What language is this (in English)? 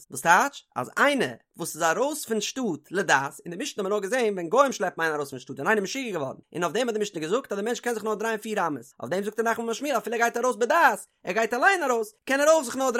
Yiddish